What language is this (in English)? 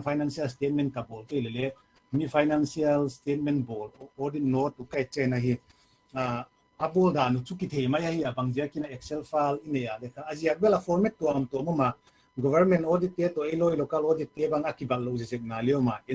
Paite Chin